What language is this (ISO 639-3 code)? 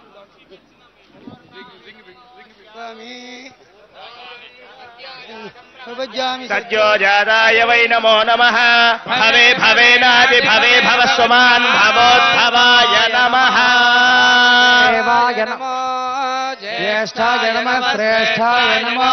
tel